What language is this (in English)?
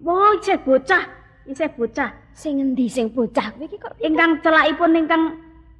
Javanese